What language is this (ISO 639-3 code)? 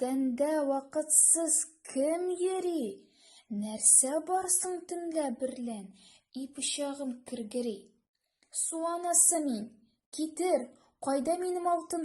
tat